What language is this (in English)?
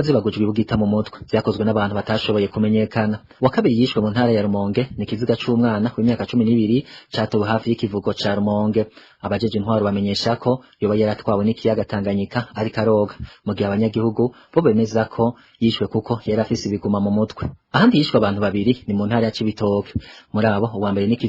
Rundi